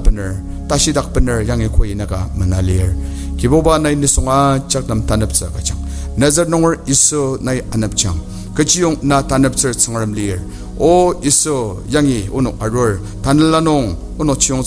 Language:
Ao Naga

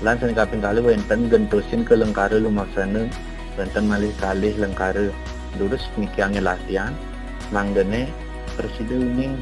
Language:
Balinese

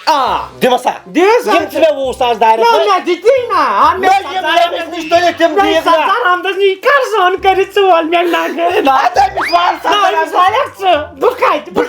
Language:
Kashmiri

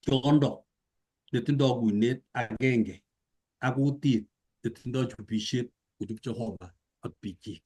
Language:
Kalenjin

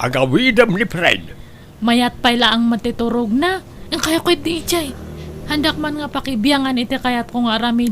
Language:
Iloko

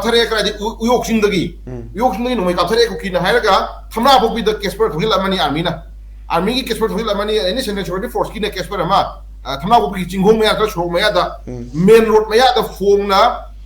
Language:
Manipuri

